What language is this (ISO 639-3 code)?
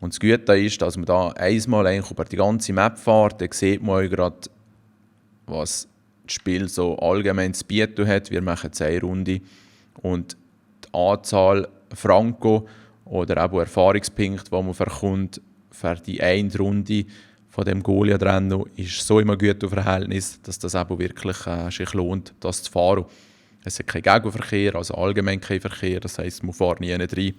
gsw